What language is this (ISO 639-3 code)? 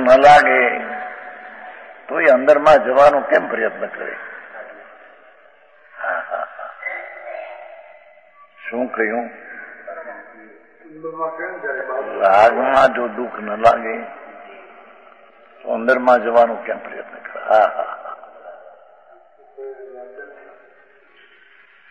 guj